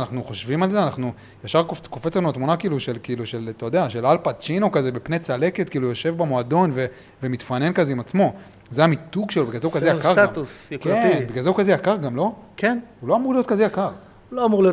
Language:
Hebrew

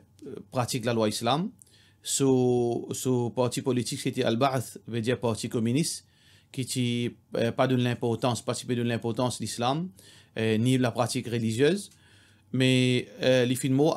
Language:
Morisyen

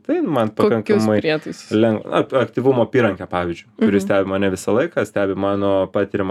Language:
Lithuanian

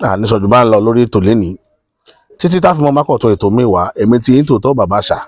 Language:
Yoruba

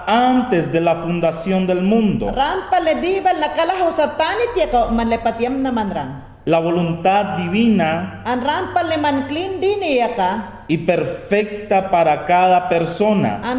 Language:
Mayangna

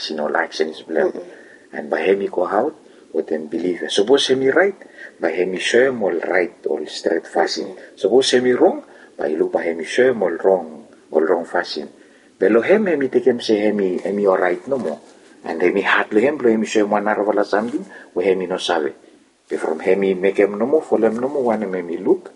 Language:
Bislama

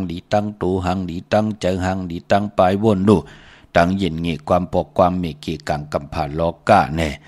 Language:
Shan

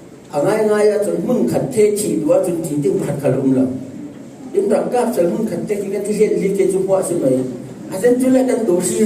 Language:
Falam Chin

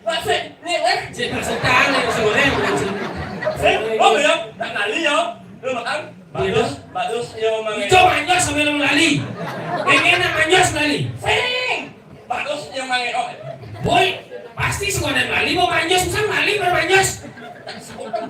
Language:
Balinese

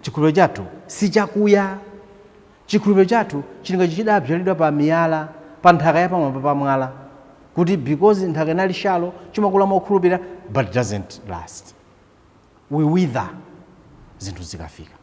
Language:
Nyanja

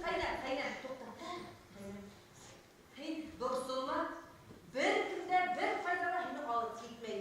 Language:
Bashkir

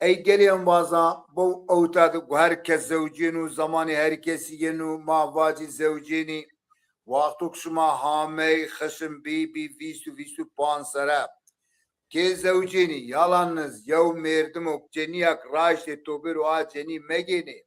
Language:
Zaza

